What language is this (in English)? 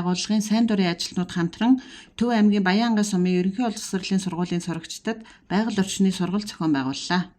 Mongolian